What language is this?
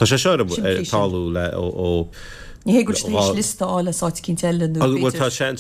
Irish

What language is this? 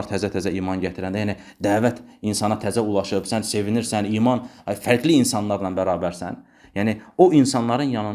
Azerbaijani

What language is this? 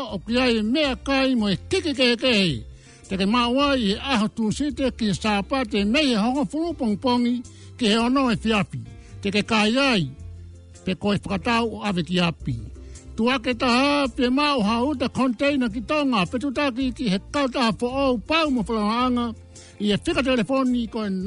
Tongan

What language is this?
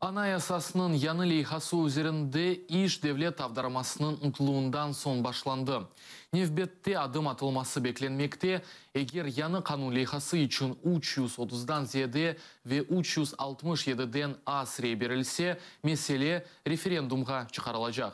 Crimean Tatar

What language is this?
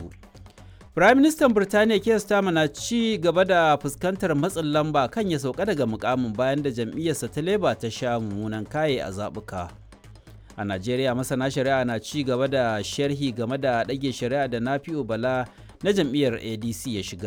Hausa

